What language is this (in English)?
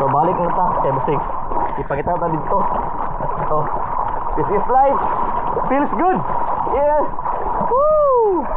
Cebuano